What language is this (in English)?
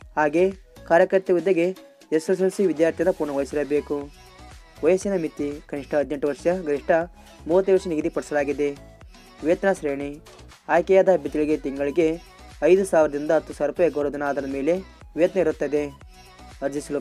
Kannada